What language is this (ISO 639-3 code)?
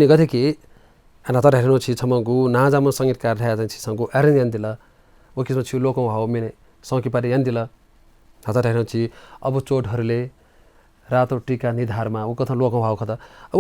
new